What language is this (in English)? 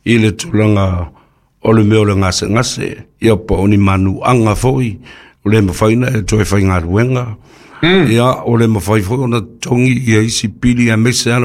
Samoan